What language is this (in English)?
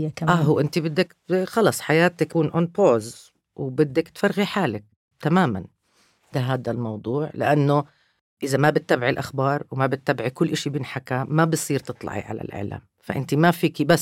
North Levantine Arabic